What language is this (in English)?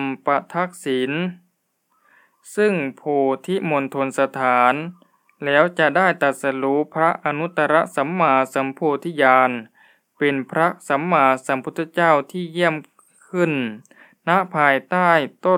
Thai